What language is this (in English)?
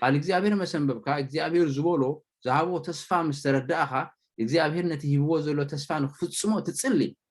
Tigrinya